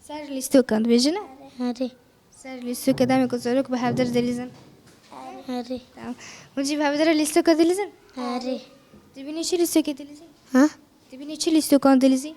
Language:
Kurdish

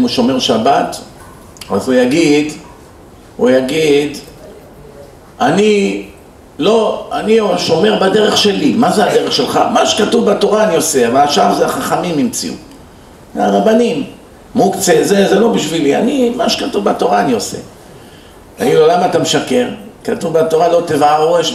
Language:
Hebrew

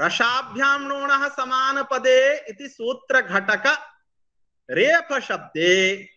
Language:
Sanskrit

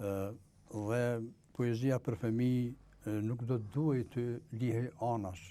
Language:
Albanian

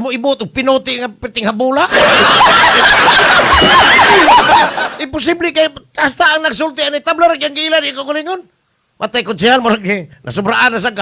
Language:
Cebuano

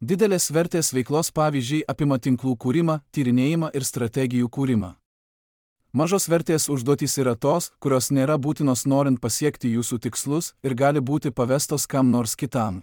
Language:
Lithuanian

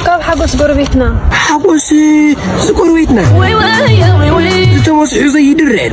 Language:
Tigrinya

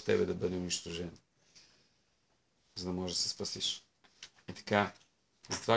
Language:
Bulgarian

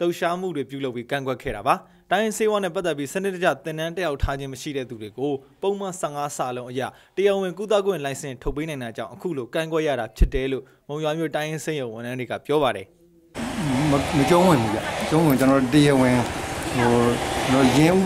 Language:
Burmese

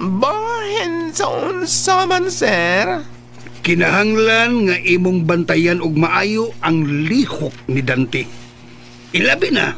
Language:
Cebuano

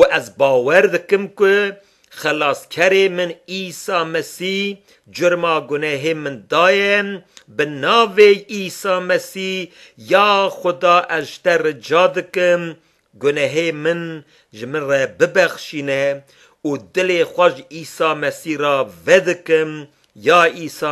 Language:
Kurdish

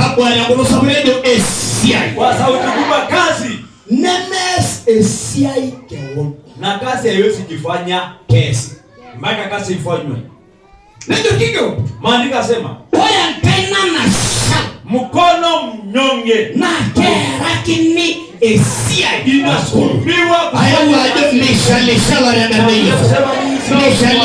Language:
Masai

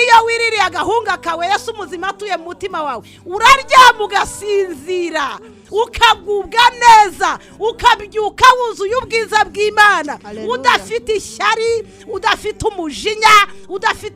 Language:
Kinyarwanda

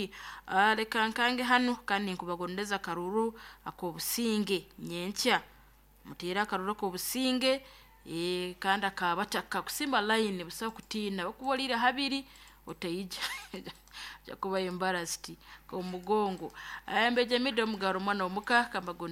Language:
Nyoro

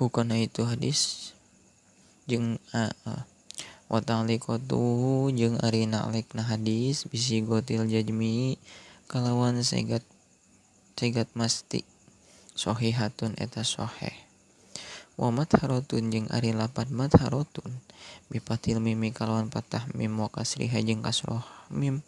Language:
Sundanese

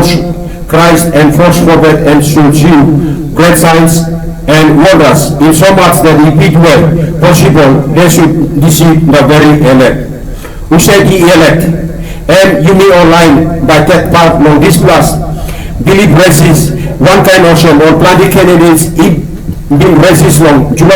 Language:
Tok Pisin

